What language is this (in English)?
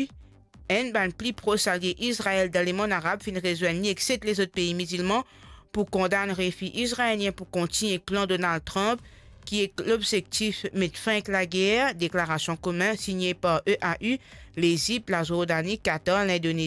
Morisyen